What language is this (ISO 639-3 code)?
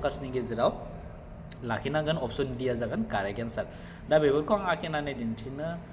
brx